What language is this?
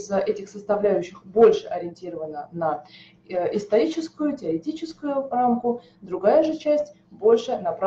Russian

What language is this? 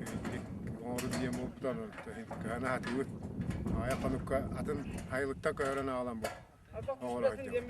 Yakut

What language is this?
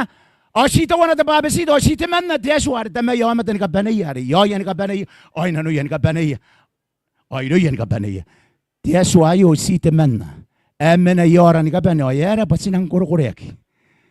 Gilbertese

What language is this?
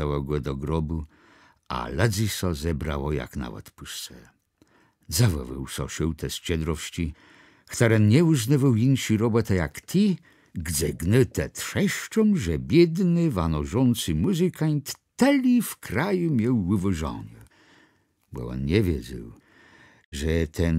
Kashubian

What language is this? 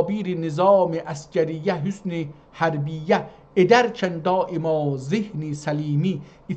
South Azerbaijani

